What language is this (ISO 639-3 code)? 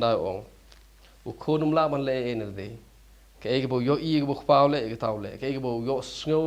kha